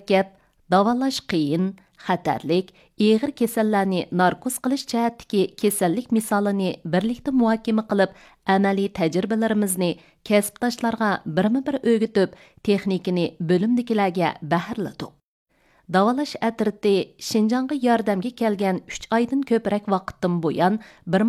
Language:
Uyghur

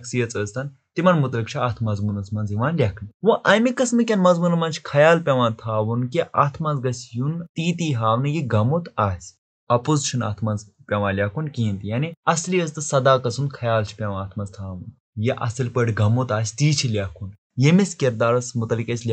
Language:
Kashmiri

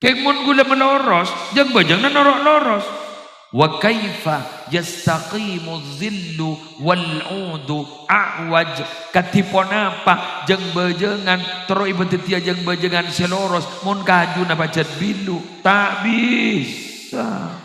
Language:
Madurese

